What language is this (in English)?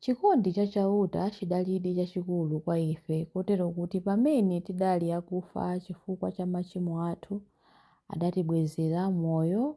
Nyanja